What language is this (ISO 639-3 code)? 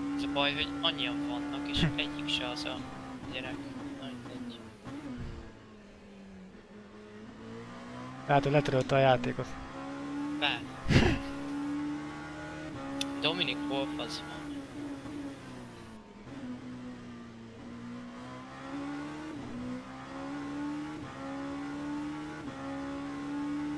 hun